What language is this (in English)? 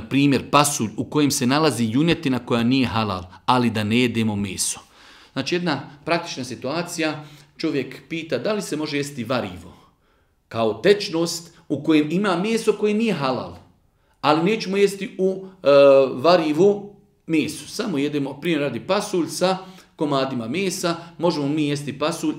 Bosnian